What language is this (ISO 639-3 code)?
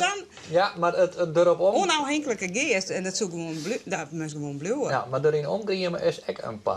fry